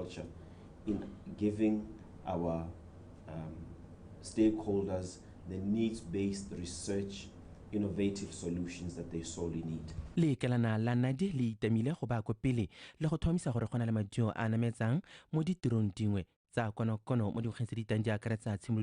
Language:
Tswana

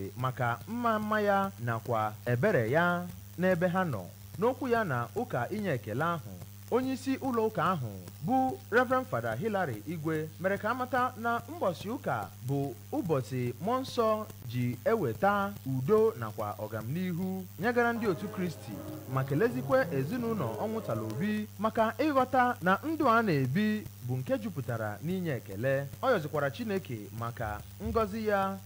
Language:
Igbo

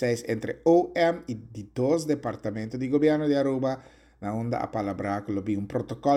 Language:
Papiamento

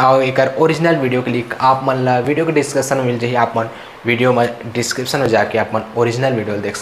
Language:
Chhattisgarhi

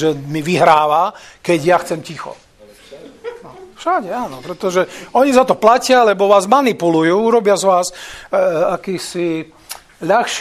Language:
Slovak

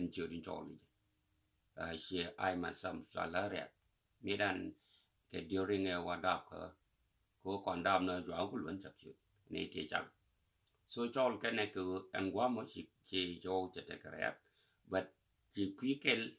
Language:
Nuer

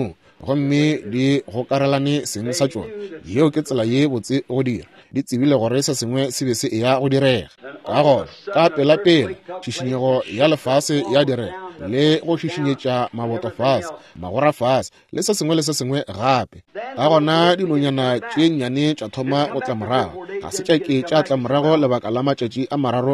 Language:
Northern Sotho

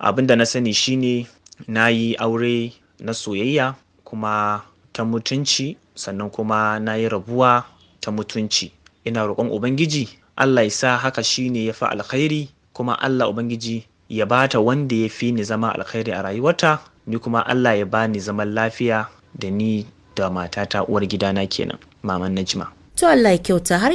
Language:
Hausa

